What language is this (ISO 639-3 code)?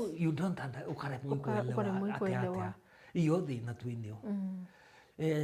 mer